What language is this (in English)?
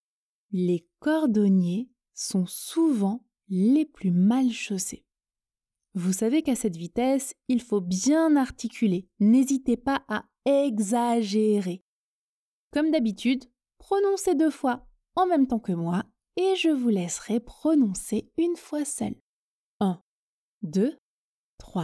French